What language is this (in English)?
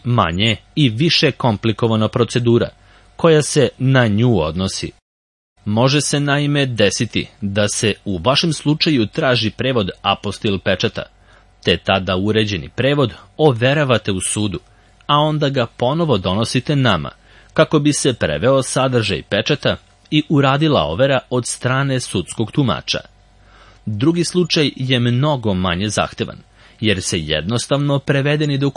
Serbian